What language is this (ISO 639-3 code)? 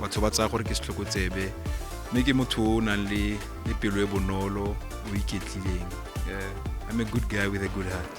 tsn